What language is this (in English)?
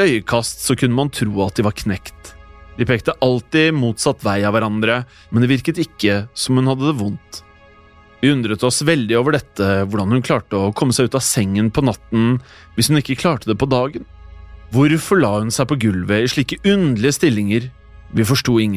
Norwegian